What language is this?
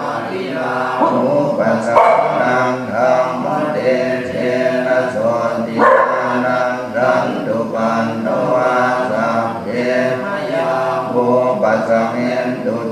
Pali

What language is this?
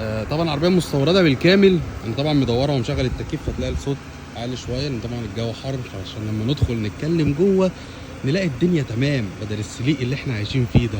Egyptian Arabic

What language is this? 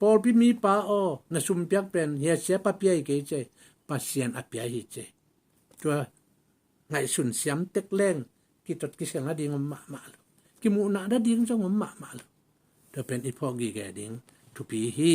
Tedim Chin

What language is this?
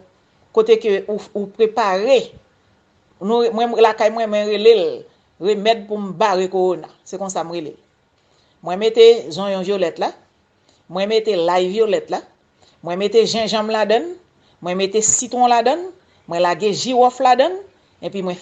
Haitian Creole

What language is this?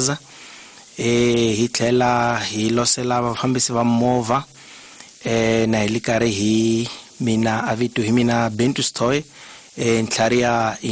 Tsonga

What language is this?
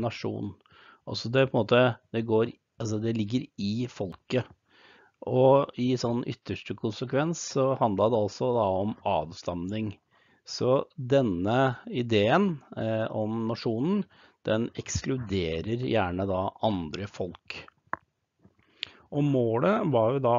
Norwegian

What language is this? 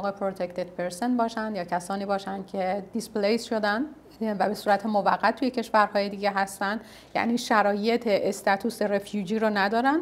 Persian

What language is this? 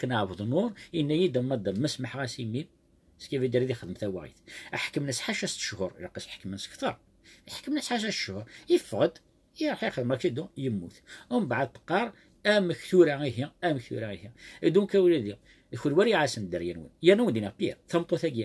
Kabyle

